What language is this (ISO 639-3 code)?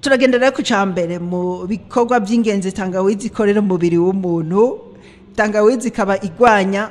run